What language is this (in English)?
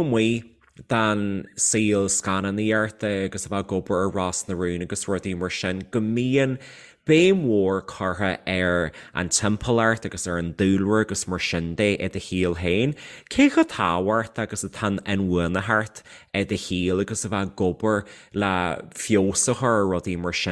Irish